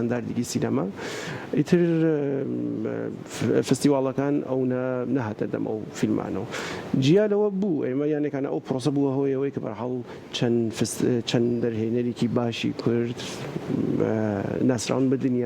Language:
Central Kurdish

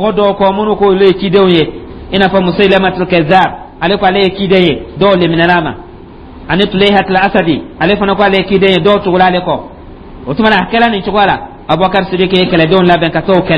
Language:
Dyula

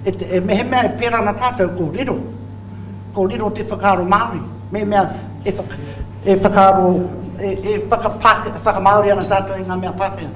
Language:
Māori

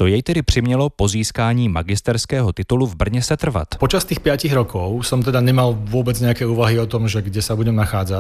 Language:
Slovak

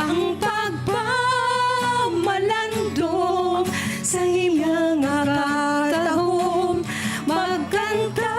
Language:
Hiligaynon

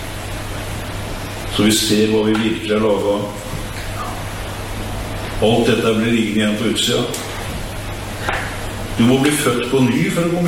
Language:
Norwegian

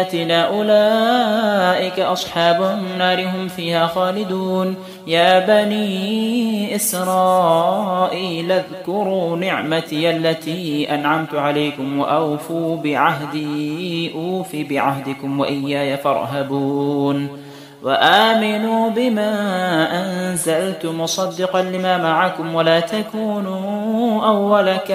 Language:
Arabic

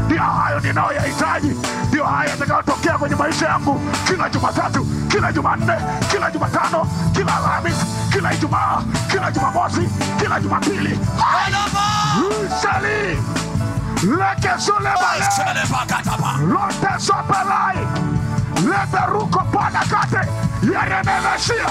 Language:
Swahili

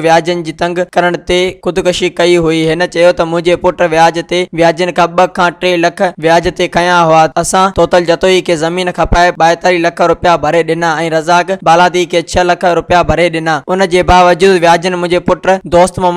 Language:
Sindhi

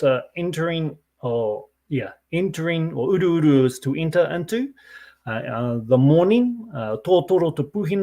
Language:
Māori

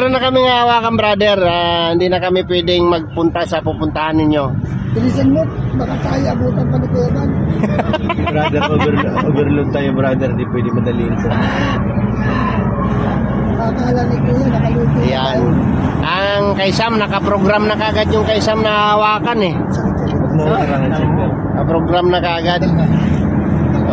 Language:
Filipino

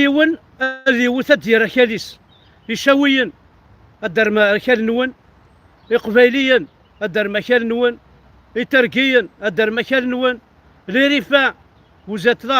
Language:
Kabyle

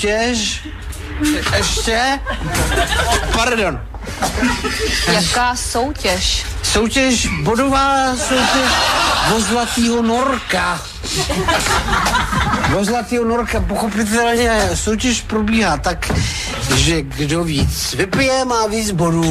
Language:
Czech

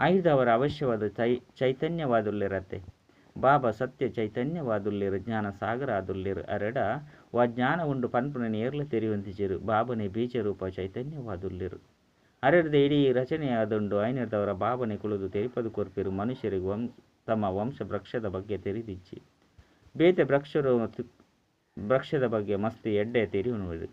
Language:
Tulu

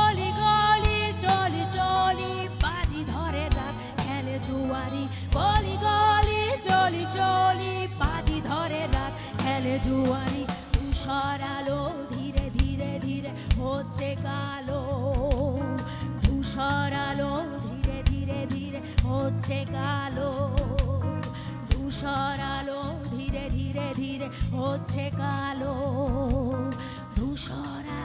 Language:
Bangla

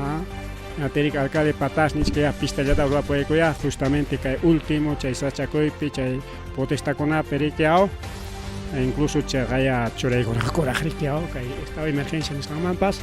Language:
Ayacucho Quechua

